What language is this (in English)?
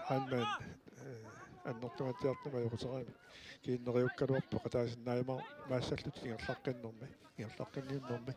Kalaallisut